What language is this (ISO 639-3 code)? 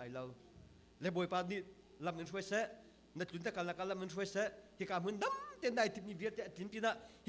cnh